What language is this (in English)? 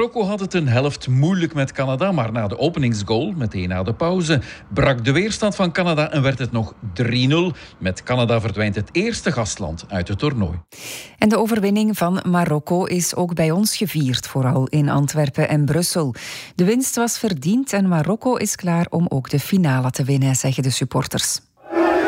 Dutch